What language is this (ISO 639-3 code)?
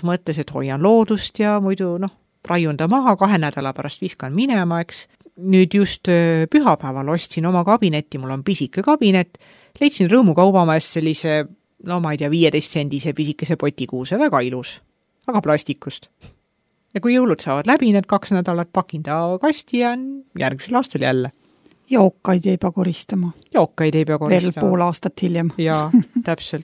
est